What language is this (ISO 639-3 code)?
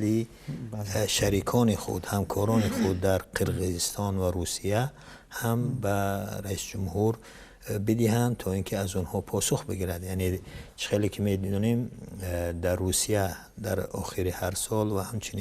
tgk